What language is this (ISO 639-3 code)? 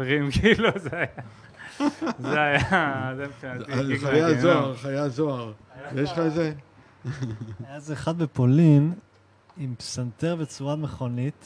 heb